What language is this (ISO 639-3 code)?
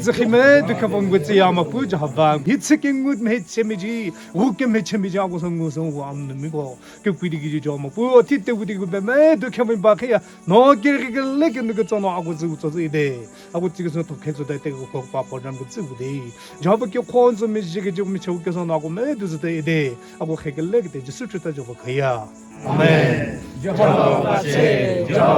nri